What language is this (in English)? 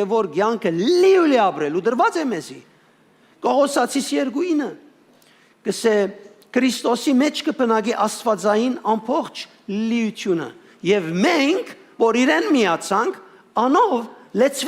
Western Armenian